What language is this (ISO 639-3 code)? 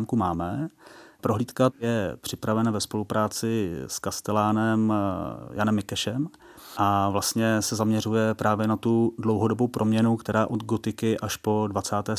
ces